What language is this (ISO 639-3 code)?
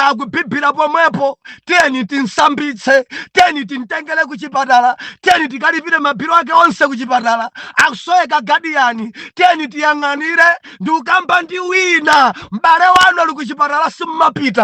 nya